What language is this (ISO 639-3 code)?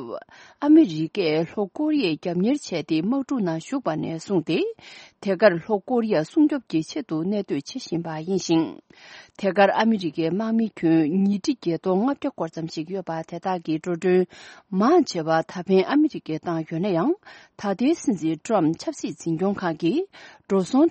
bod